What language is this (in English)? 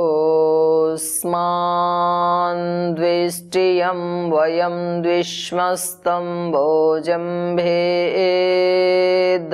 Sanskrit